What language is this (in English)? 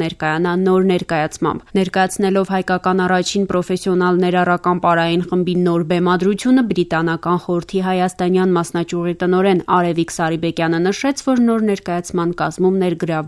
Armenian